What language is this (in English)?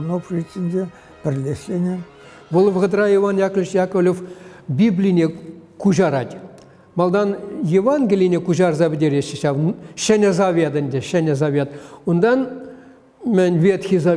Chuvash